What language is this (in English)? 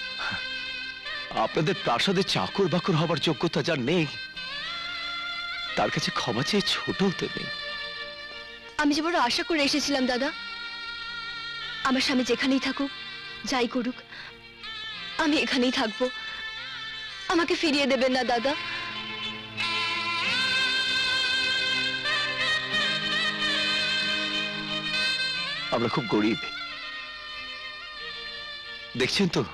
Bangla